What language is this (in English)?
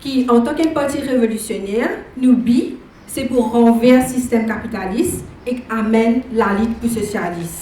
Morisyen